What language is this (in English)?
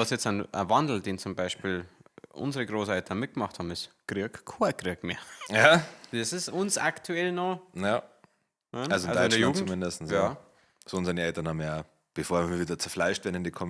Bavarian